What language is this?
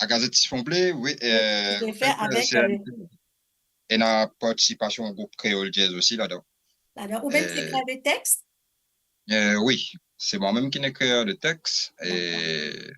Morisyen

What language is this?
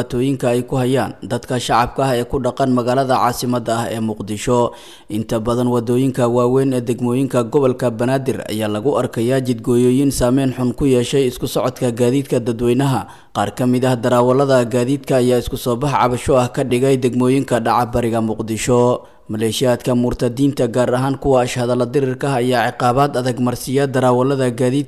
Somali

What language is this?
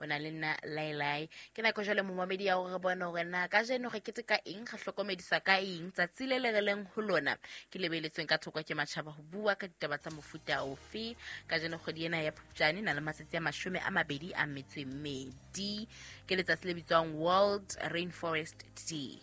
Southern Sotho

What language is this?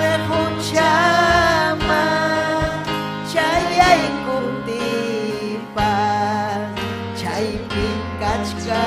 Ayacucho Quechua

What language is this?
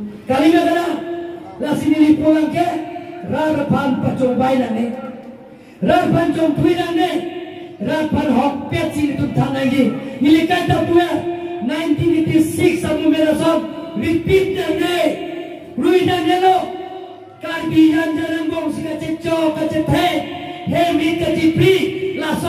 Karbi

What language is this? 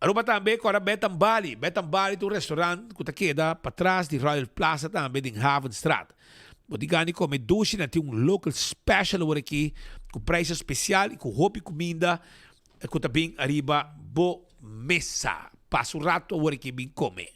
Papiamento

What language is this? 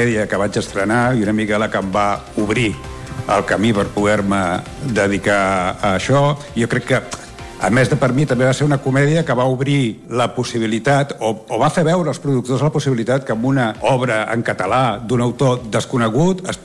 Catalan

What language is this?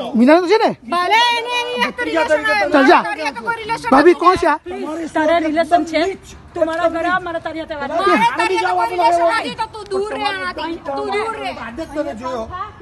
Gujarati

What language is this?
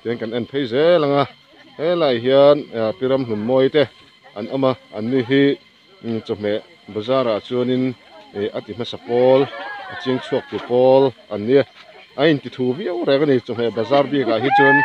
Mizo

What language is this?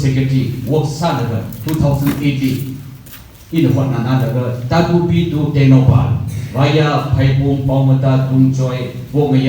Tangkhul Naga (India)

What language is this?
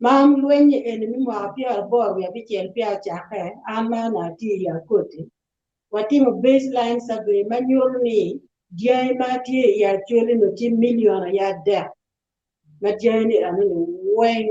Acoli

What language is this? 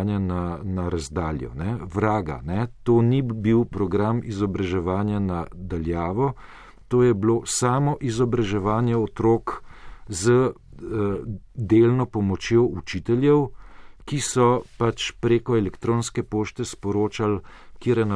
Slovenian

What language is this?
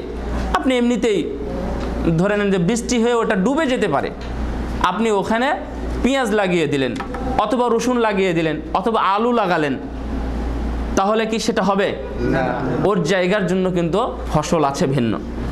Bangla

